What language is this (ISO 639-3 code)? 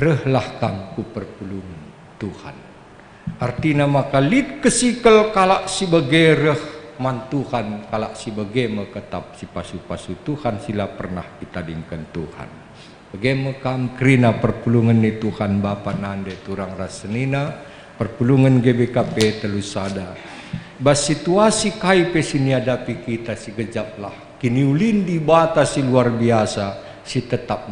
btx